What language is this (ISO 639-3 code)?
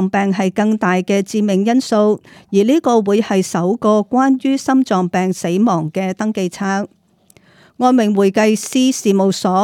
yue